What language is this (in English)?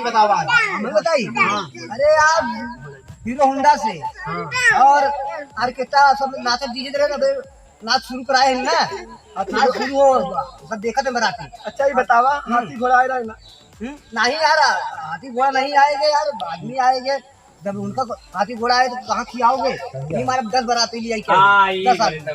Awadhi